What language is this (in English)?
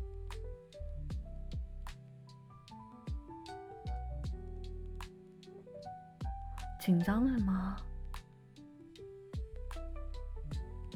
Chinese